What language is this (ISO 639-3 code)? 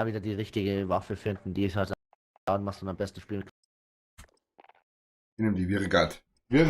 bar